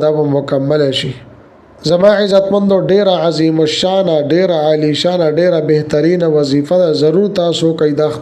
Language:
Pashto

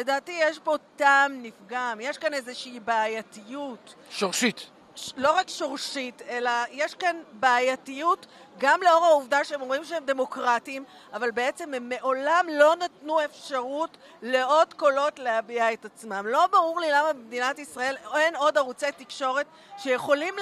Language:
Hebrew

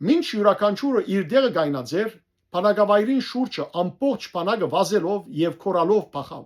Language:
Western Armenian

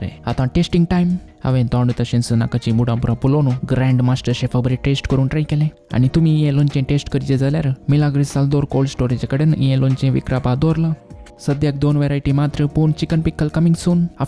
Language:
Konkani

